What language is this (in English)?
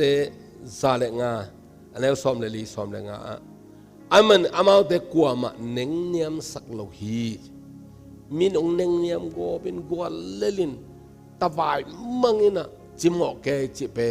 Tedim Chin